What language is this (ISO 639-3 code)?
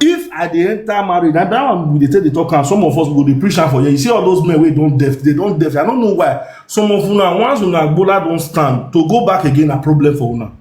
pcm